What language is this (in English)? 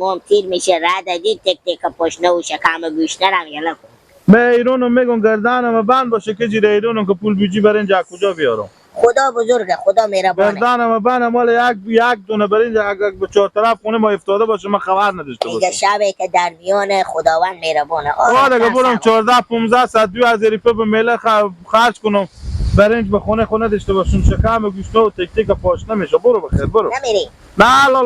Persian